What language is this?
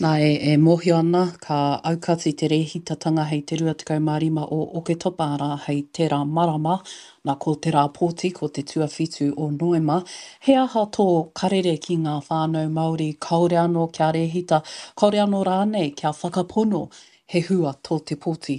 Māori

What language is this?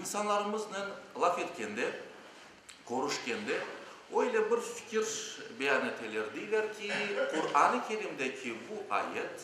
Crimean Tatar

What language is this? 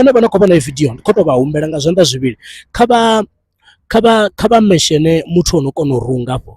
Venda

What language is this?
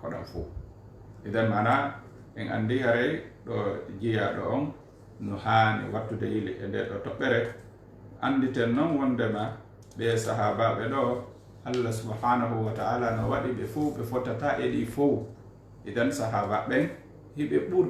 Fula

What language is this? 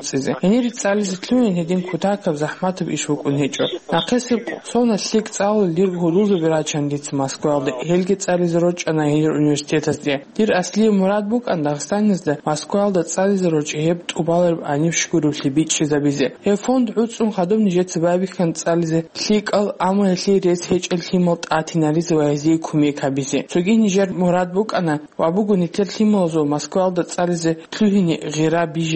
Avaric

